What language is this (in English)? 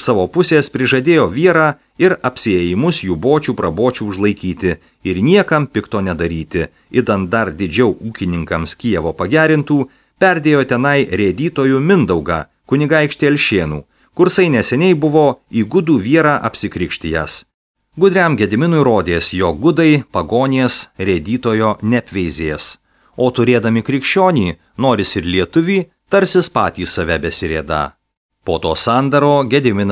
Lithuanian